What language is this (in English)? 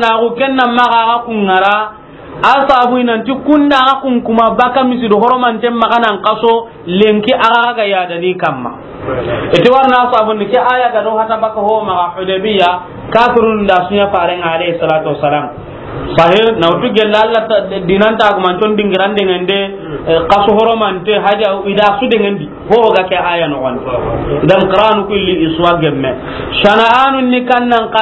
Soninke